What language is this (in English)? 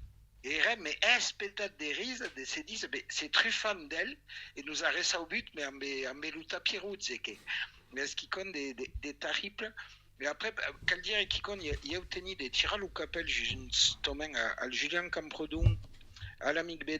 Occitan